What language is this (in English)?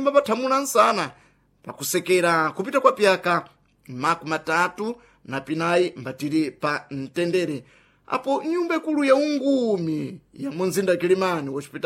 Sena